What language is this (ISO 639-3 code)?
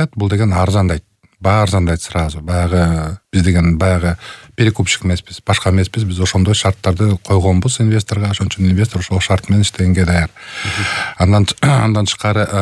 kir